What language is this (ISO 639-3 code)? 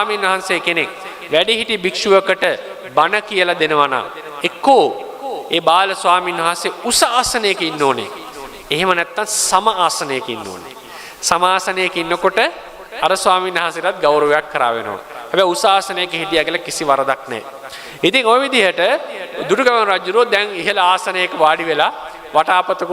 sin